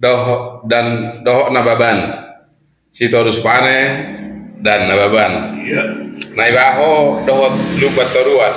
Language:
Batak Toba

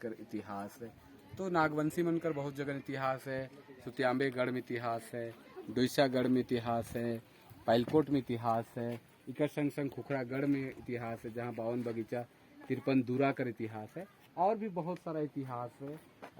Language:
Sadri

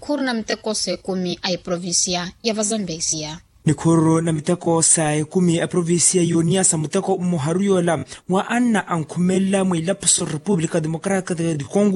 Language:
Makhuwa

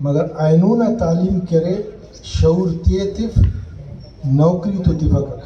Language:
Brahui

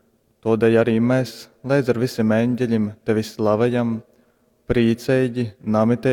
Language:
Latgalian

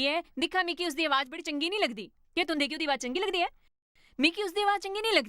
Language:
Dogri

